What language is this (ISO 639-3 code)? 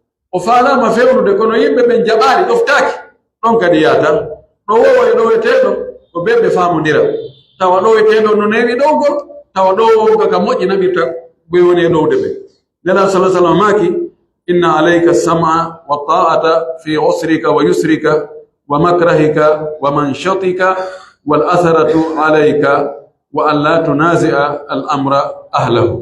fuf